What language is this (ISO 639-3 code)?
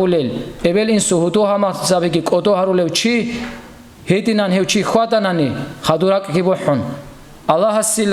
ava